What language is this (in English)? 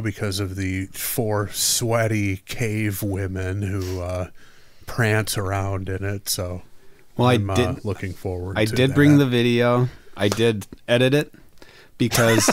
English